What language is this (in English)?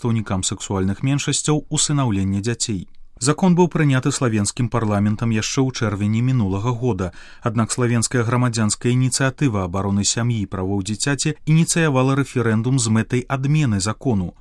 Belarusian